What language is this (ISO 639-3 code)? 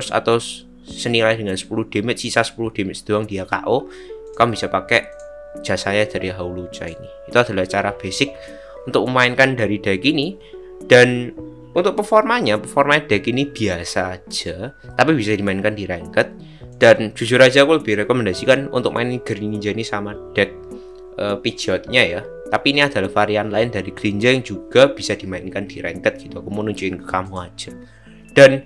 ind